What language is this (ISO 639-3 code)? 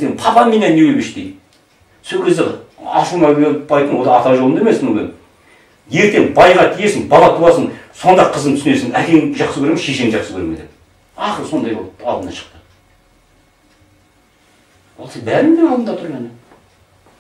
kaz